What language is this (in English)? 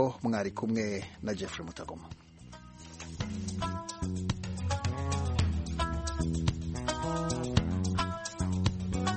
Kinyarwanda